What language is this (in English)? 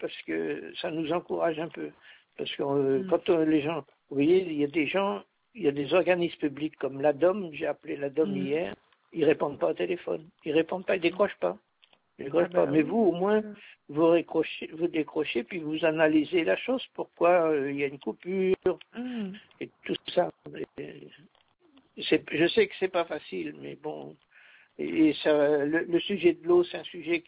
French